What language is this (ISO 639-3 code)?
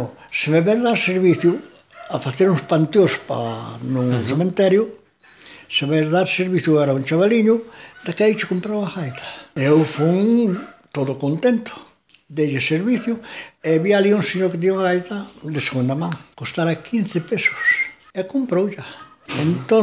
glg